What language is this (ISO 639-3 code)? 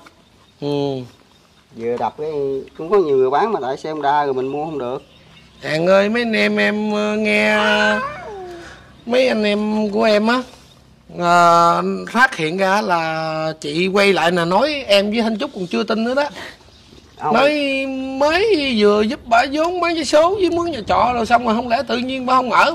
vie